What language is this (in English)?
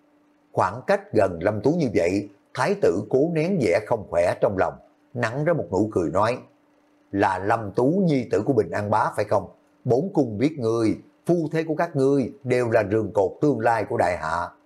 Vietnamese